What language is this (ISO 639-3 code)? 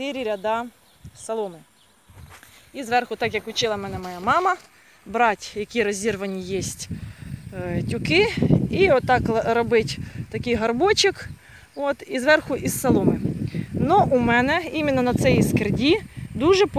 ukr